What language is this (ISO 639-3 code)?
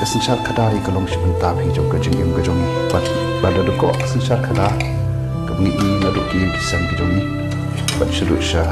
kha